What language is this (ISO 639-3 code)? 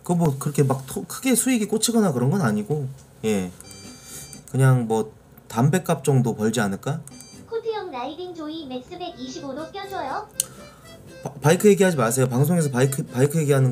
kor